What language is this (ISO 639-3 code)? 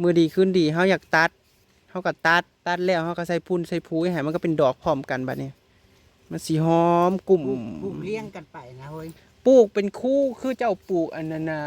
tts